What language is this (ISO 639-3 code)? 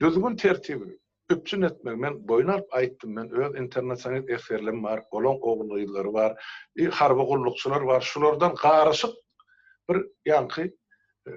tuk